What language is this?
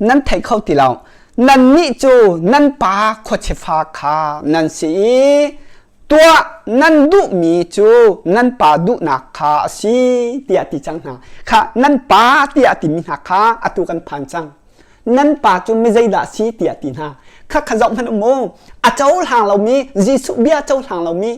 Hakha Chin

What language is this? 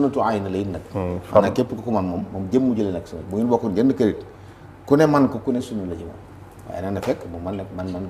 Wolof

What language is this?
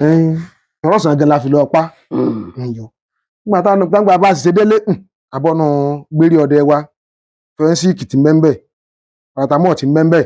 Yoruba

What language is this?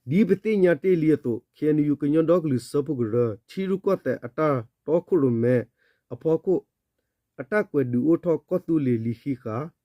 S'gaw Karen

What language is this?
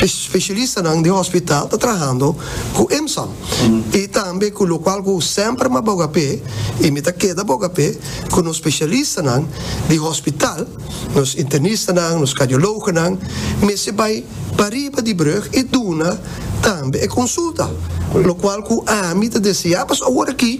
Papiamento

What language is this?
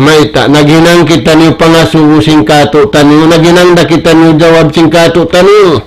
Tausug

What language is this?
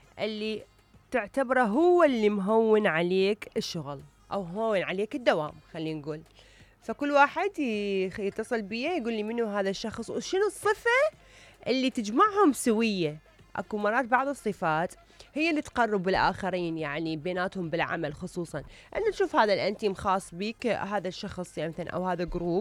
Mesopotamian Arabic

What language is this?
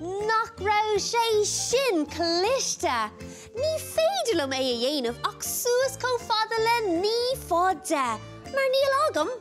Irish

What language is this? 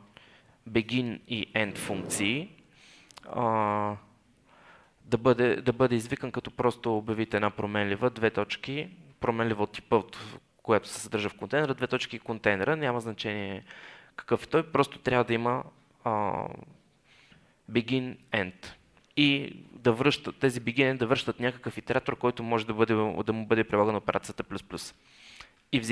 Bulgarian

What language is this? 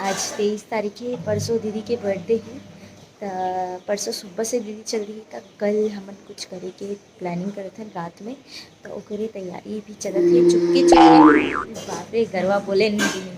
Chhattisgarhi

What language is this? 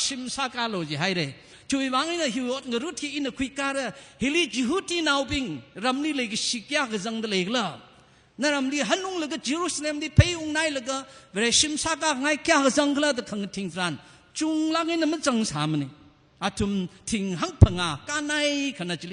Tangkhul Naga (India)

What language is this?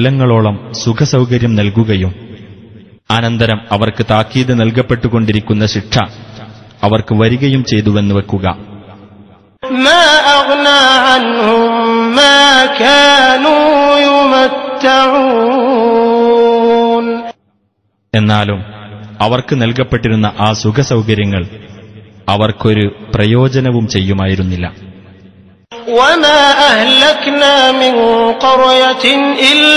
Malayalam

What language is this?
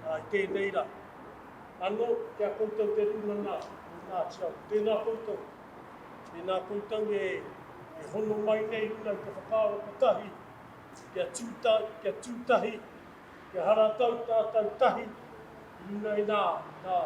Māori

